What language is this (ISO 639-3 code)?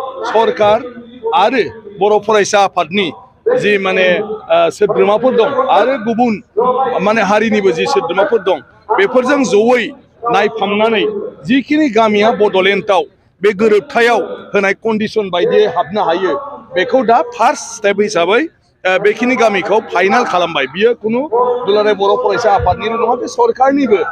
brx